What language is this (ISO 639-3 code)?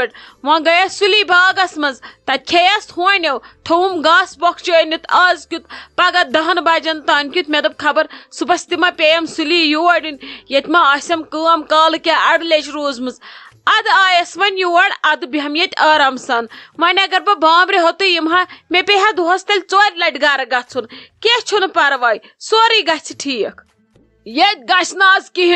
kas